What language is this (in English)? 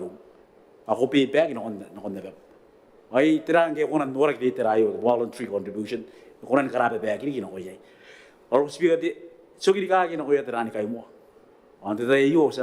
Gilbertese